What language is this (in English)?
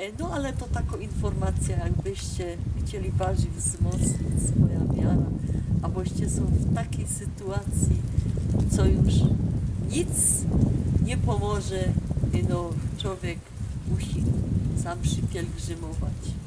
Silesian